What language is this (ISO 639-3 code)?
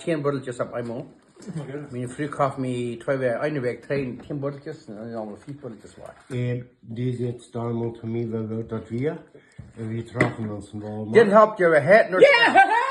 pdt